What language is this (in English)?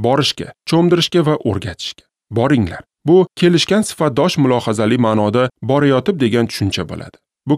Uzbek